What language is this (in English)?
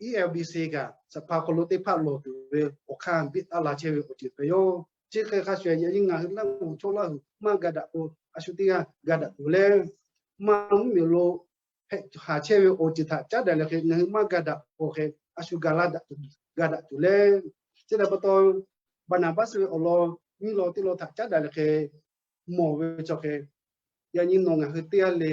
Lahu